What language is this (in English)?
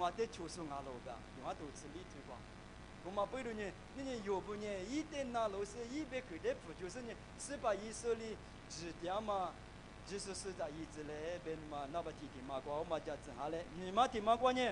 Lisu